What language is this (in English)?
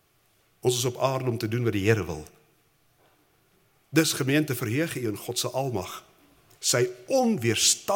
Afrikaans